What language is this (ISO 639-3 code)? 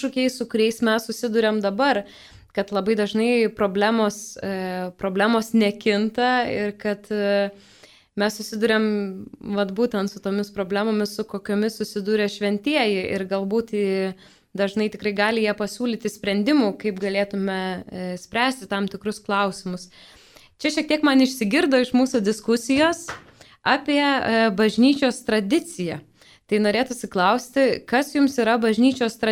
lit